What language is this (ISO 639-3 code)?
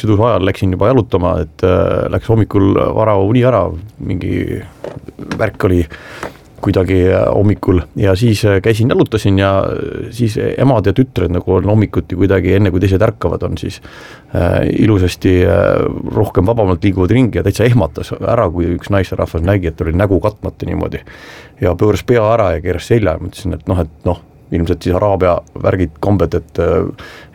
est